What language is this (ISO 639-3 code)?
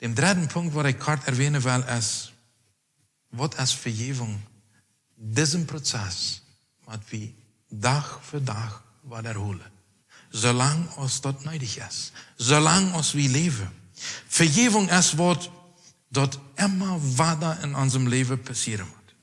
pdt